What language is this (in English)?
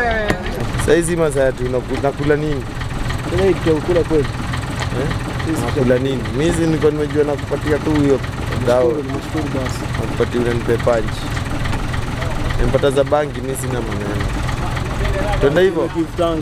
Swahili